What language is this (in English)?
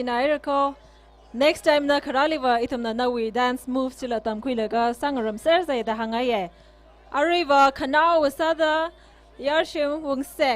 Tangkhul Naga (India)